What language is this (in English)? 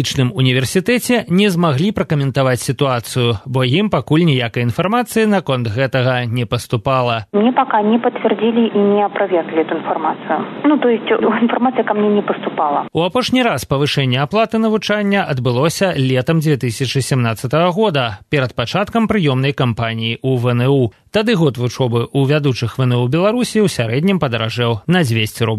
Belarusian